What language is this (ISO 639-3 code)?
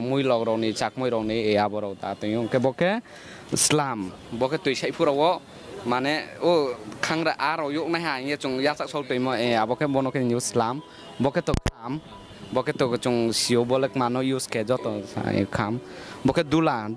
trp